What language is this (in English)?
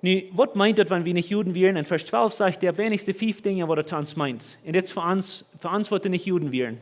Plautdietsch